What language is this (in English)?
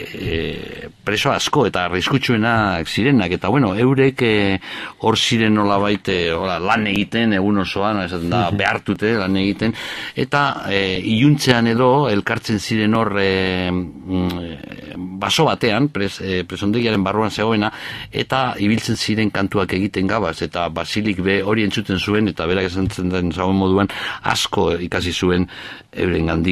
Basque